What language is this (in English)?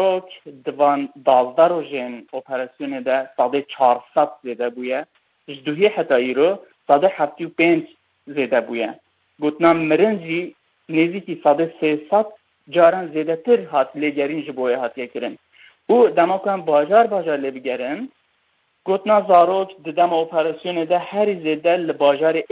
Kurdish